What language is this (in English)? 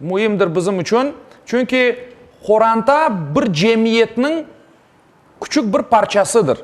Crimean Tatar